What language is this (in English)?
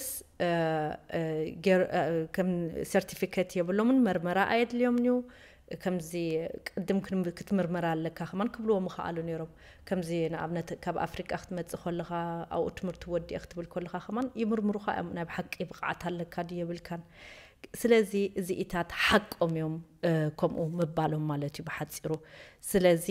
Tigrinya